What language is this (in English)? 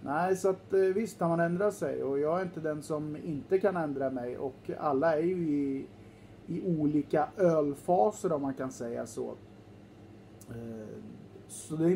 Swedish